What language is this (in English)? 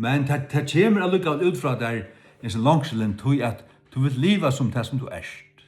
Faroese